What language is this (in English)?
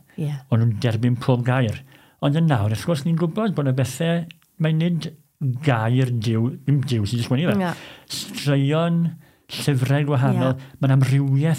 Welsh